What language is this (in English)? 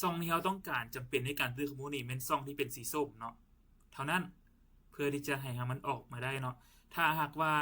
Lao